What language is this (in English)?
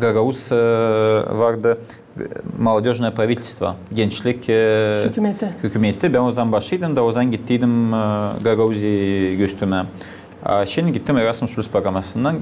Gagauz